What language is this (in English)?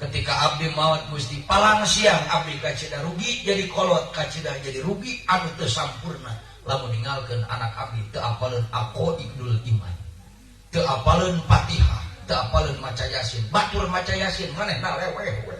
Sundanese